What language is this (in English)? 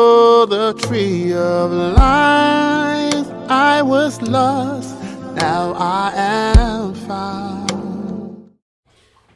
Kinyarwanda